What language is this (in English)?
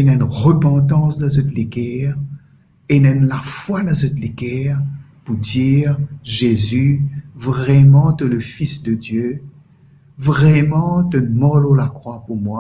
Morisyen